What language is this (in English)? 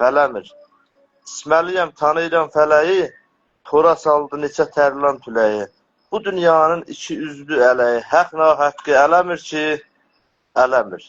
South Azerbaijani